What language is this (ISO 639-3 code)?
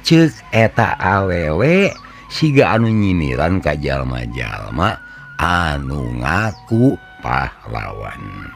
sun